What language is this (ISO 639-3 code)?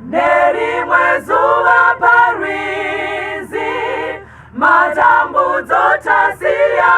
sna